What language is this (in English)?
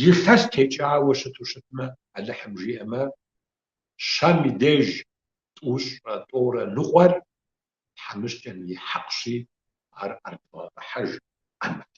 Kabardian